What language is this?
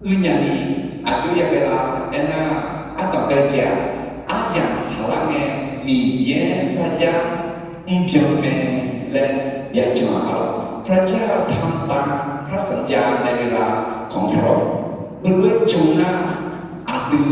Akha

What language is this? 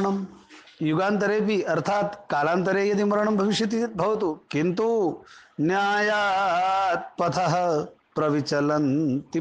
Sanskrit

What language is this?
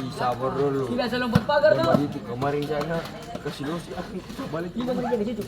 Ambonese Malay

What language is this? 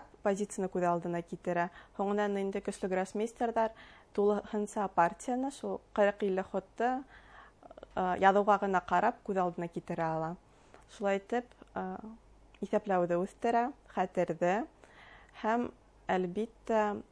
Bashkir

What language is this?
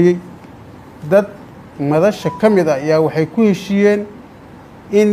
Somali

